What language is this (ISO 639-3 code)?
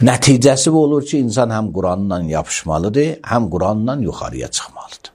aze